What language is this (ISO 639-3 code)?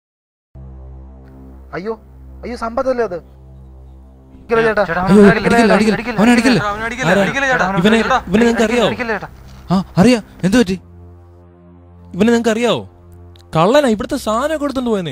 mal